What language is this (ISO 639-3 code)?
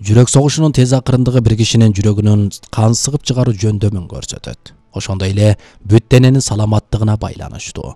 kir